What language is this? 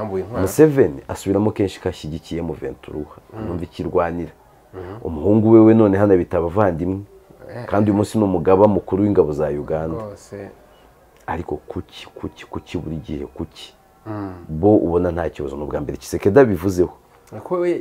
Kinyarwanda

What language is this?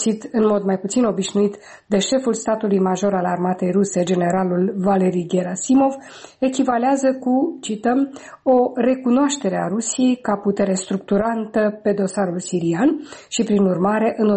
Romanian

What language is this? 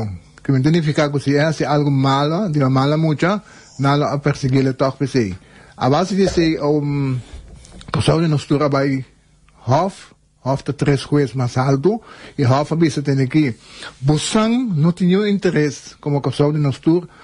Papiamento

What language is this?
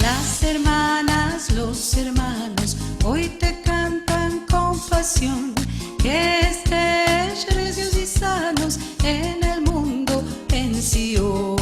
Ladino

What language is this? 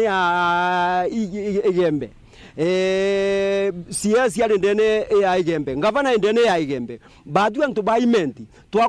Meru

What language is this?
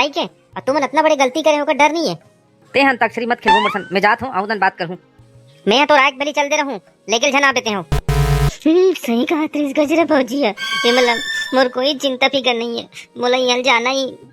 Chhattisgarhi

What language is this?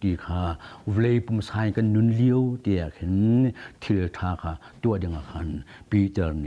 Hakha Chin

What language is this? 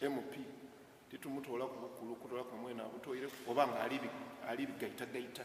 Soga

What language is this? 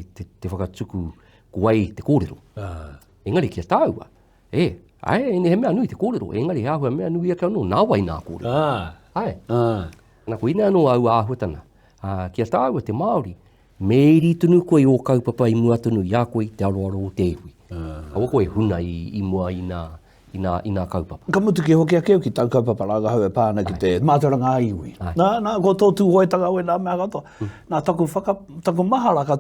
Māori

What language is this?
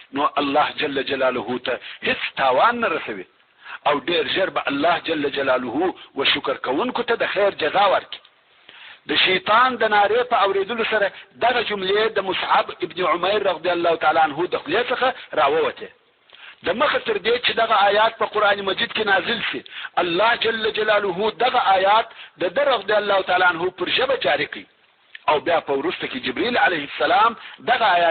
Pashto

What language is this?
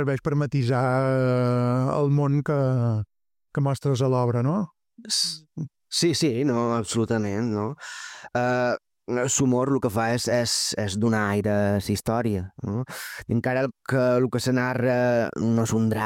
Catalan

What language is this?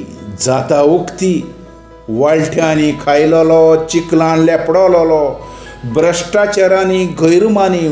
Konkani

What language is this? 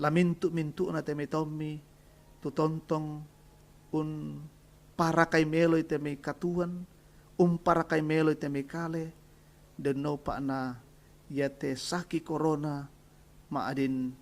Toraja-Sa'dan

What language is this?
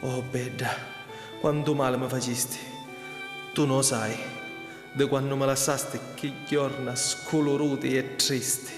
Sicilian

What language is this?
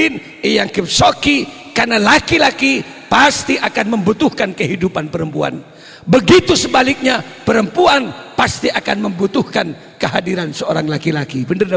Madurese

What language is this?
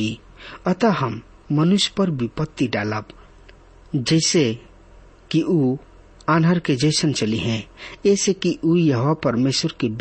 Bhojpuri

